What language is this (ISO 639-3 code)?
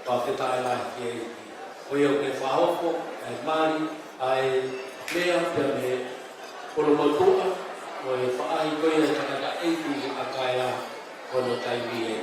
ton